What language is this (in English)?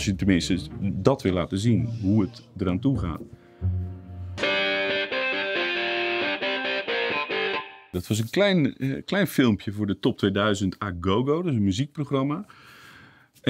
Dutch